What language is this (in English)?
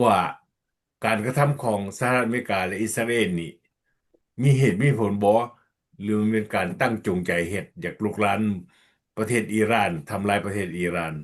Lao